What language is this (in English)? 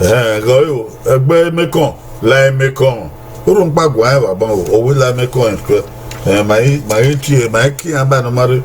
Bini